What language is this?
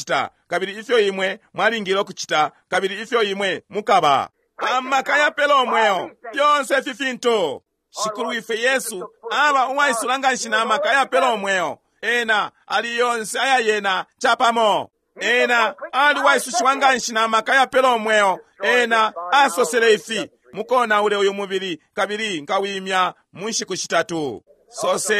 Bemba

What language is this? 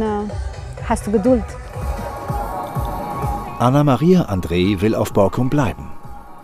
German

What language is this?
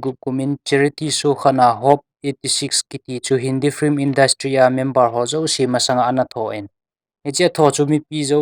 Thado Chin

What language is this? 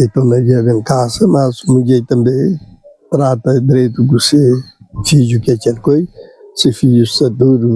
Kabuverdianu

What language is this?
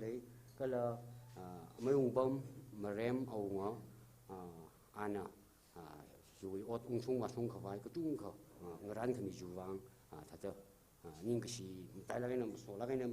Tangkhul Naga (India)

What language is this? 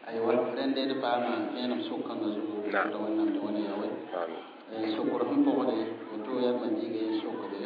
Mossi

